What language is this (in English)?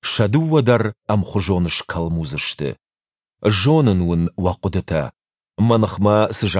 Ossetic